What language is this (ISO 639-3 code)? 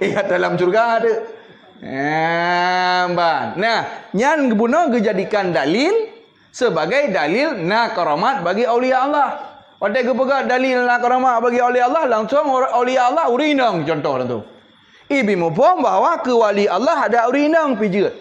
ace